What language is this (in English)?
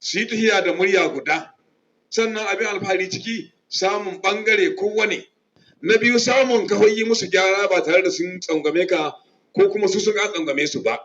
Hausa